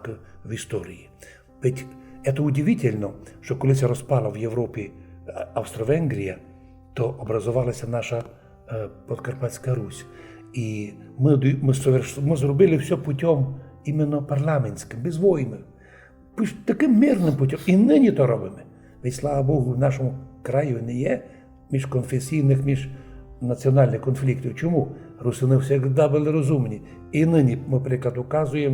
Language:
Rusyn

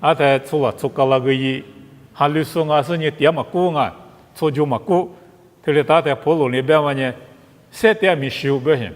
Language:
Lisu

